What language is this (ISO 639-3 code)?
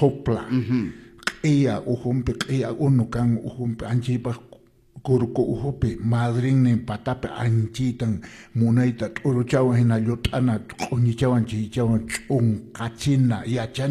que